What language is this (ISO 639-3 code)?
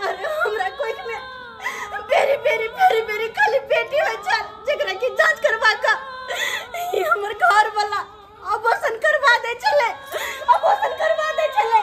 mai